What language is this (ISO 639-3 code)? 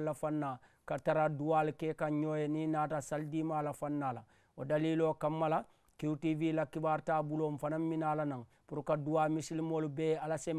man